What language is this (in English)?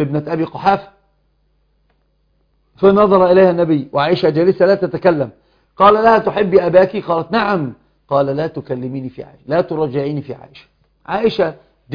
Arabic